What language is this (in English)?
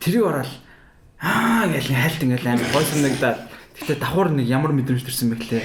Mongolian